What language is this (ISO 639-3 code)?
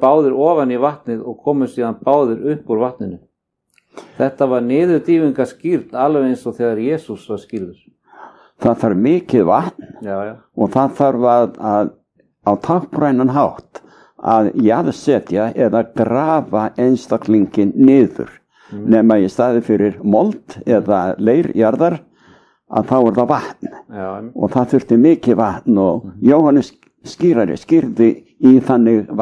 isl